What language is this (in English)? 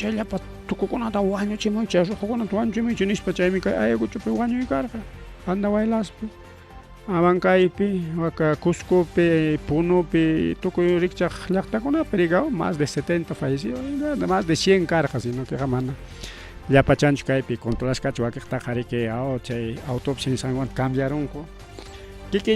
Ayacucho Quechua